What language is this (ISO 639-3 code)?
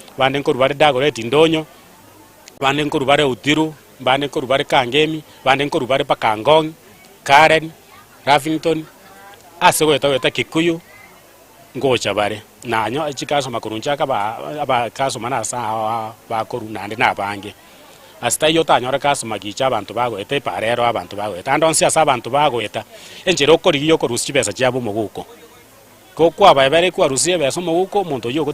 guz